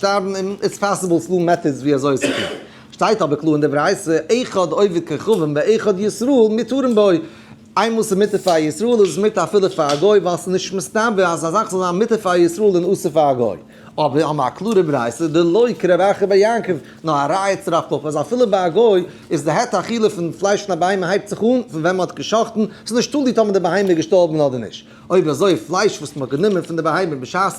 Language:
Yiddish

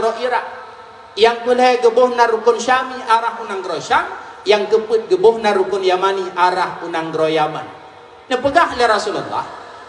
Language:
Achinese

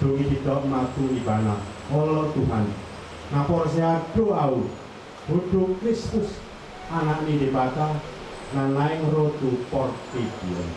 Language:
Batak Toba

